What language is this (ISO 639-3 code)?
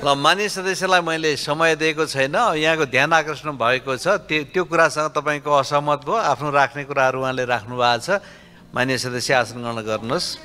nep